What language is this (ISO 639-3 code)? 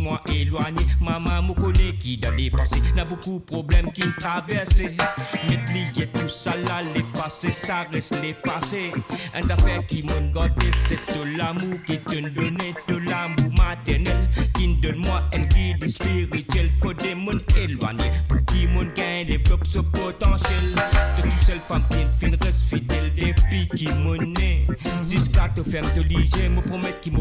mfe